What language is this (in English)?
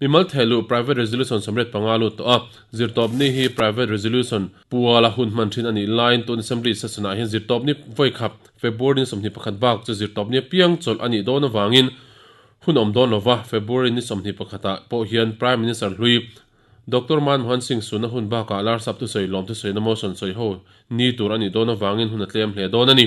Mizo